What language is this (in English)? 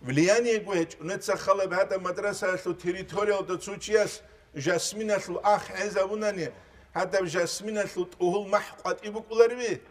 Avaric